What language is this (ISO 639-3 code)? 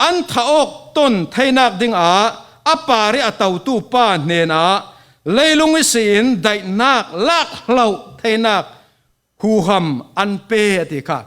cfm